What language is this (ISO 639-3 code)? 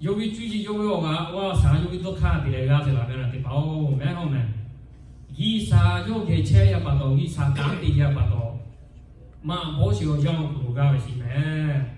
lhu